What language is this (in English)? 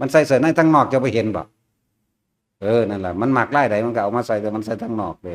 Northeastern Thai